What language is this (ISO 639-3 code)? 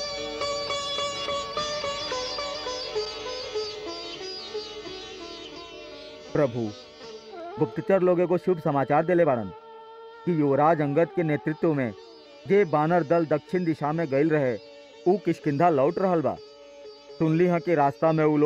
bho